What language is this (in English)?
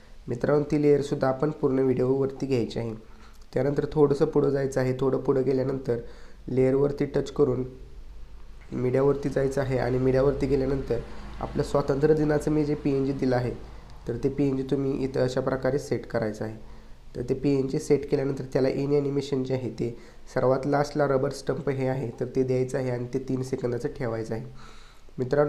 Marathi